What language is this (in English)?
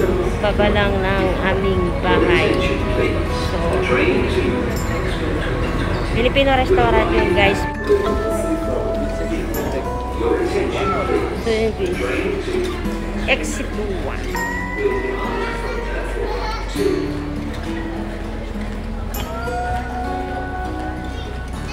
Filipino